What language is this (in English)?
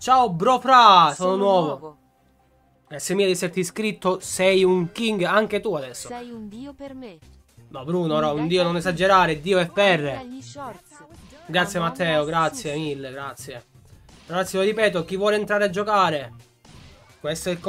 Italian